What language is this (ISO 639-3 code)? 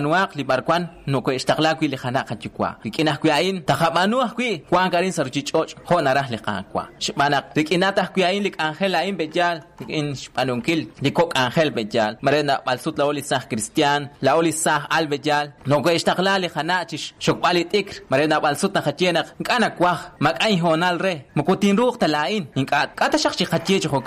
kek